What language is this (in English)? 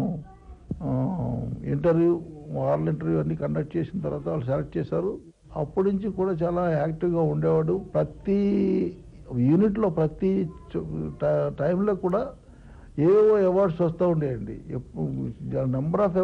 Telugu